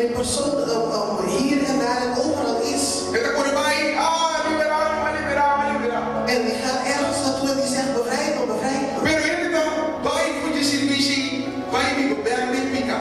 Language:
Papiamento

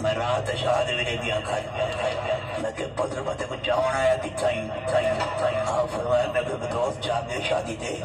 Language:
Saraiki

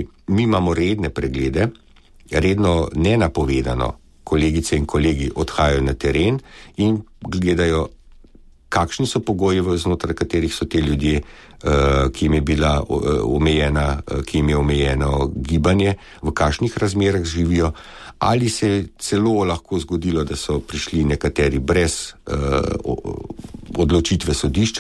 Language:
Slovenian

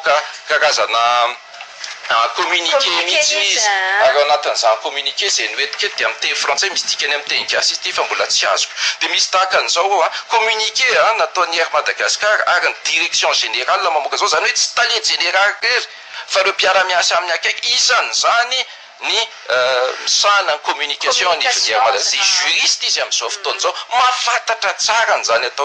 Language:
Malagasy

